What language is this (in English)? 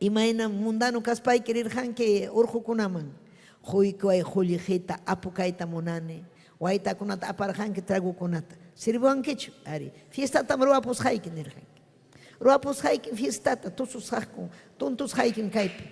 Ayacucho Quechua